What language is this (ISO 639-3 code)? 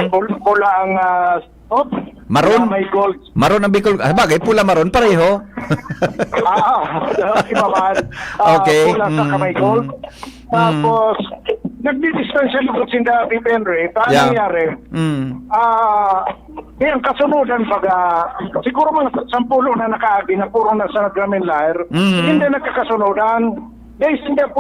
bik